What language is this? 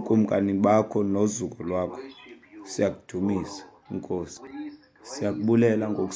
Xhosa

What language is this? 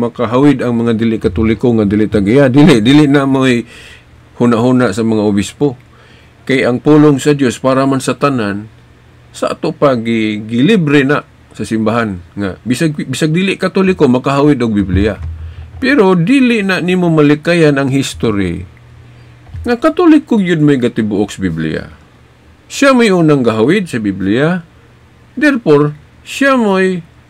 Cebuano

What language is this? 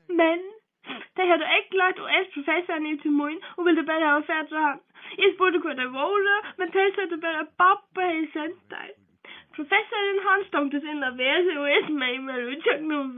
Faroese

